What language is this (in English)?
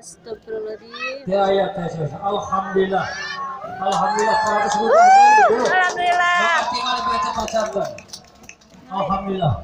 Sundanese